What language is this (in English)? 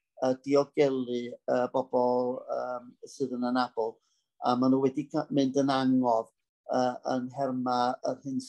Welsh